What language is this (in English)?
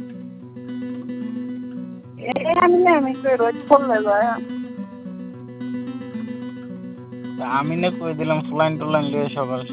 Bangla